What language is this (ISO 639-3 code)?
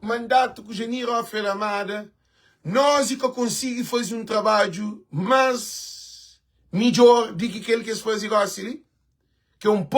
kea